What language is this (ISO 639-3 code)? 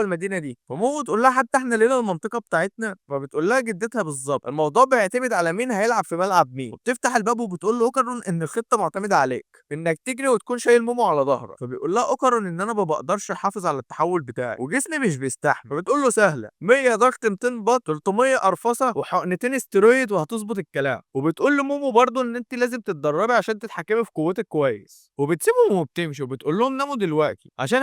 arz